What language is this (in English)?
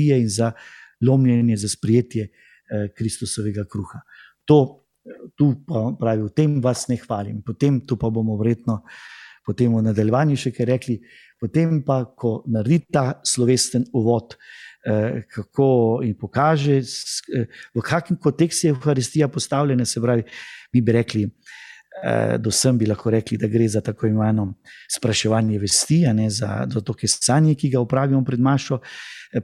Slovenian